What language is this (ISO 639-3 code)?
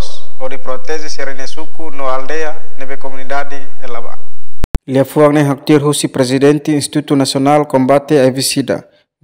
tet